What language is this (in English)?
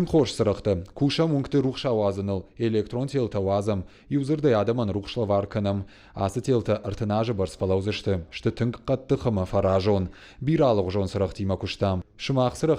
Ossetic